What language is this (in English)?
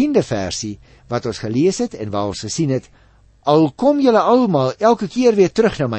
Afrikaans